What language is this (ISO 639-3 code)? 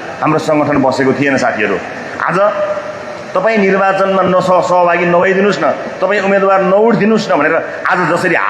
nep